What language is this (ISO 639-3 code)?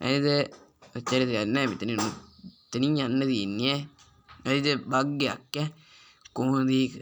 sin